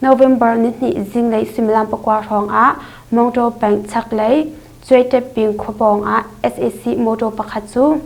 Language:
Hakha Chin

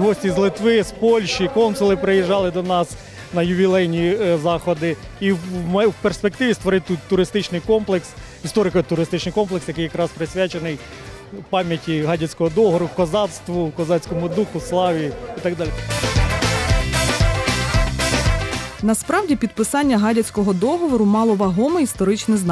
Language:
Ukrainian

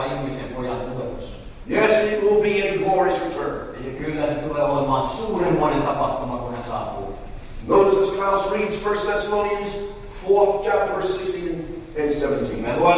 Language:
Finnish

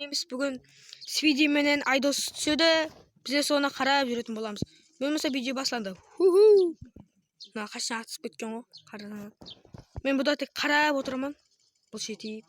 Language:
Kara-Kalpak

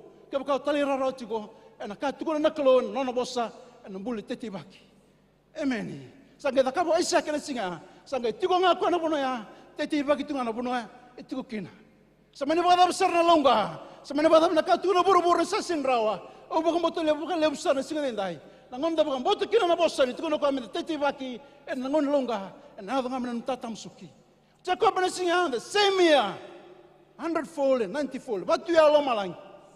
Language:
Fijian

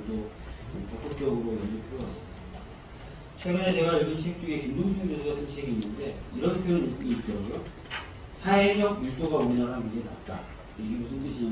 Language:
Korean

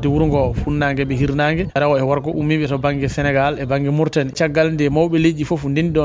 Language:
Fula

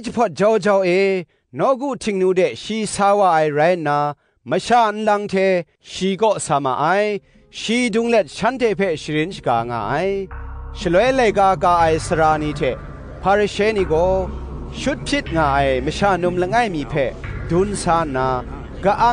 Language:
Kachin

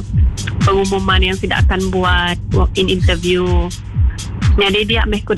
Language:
Iban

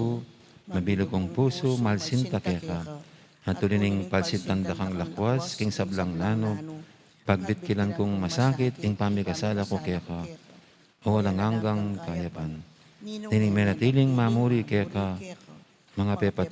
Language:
Pampanga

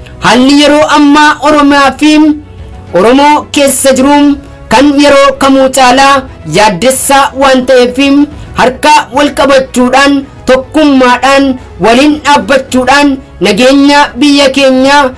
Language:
Oromo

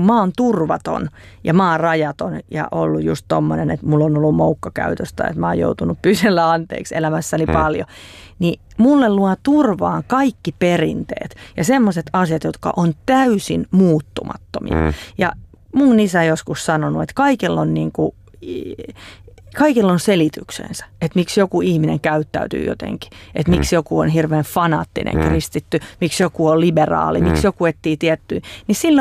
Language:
Finnish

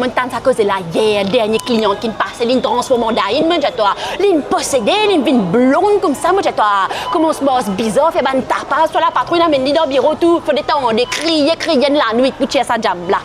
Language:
Morisyen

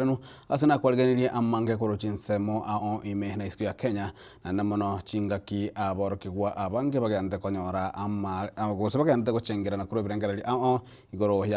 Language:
Gusii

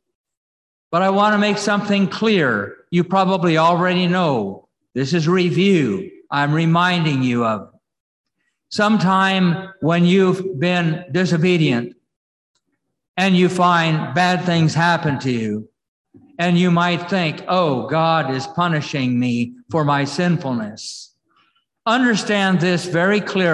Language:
English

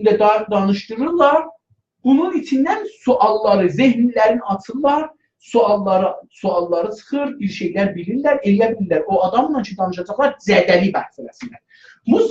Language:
South Azerbaijani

